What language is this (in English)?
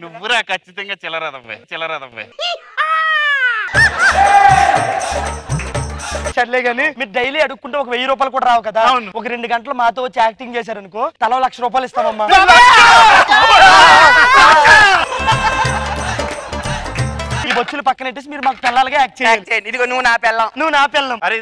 Telugu